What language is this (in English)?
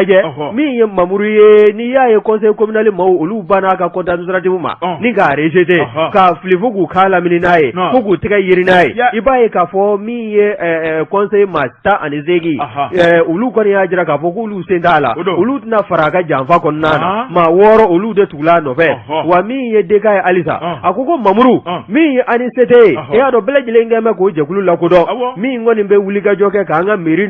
Bambara